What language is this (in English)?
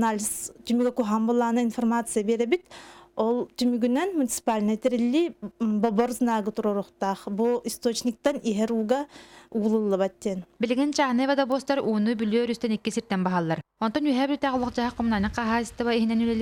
Yakut